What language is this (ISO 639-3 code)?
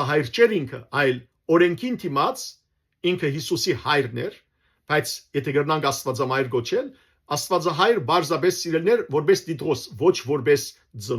hyw